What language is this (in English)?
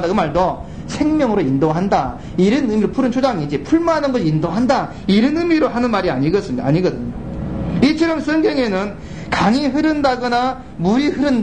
Korean